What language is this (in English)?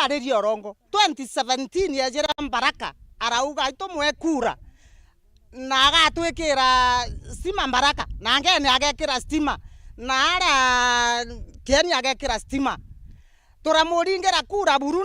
Meru